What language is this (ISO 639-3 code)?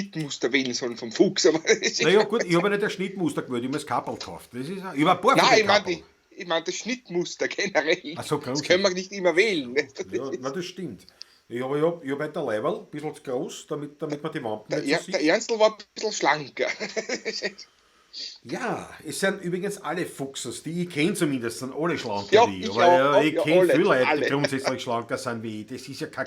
bar